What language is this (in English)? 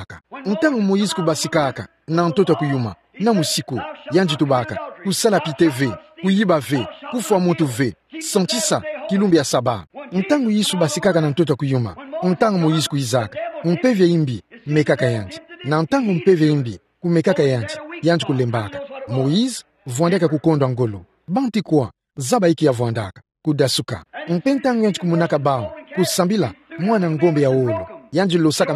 Kituba (Democratic Republic of Congo)